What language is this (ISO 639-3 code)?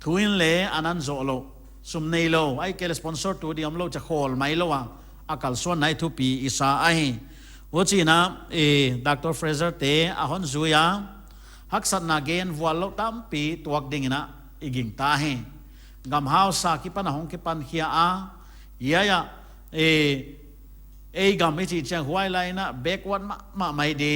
pck